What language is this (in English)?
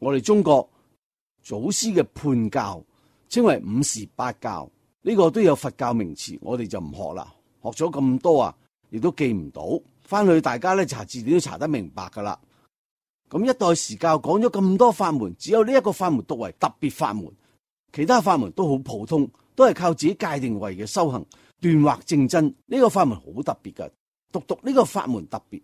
Cantonese